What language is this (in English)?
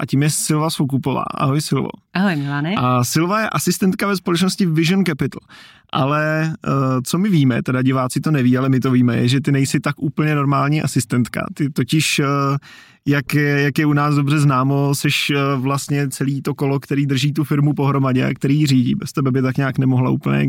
Czech